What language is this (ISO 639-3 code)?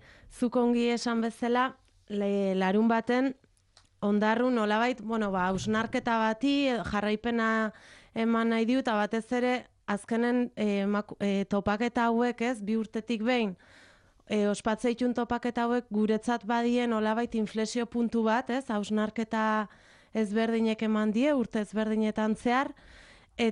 eus